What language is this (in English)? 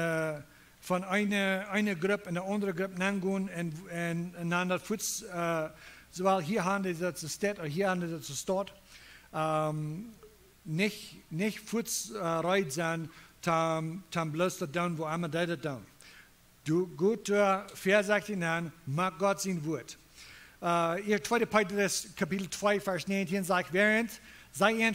Plautdietsch